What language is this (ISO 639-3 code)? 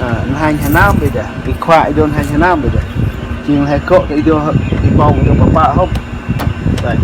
cmo